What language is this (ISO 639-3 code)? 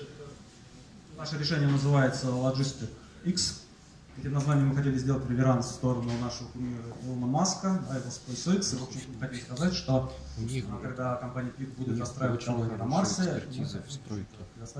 rus